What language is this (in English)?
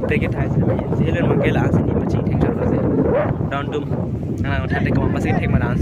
Karbi